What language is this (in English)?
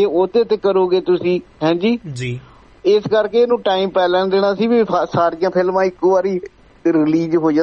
Punjabi